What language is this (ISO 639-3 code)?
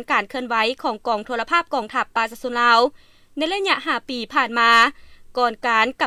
lao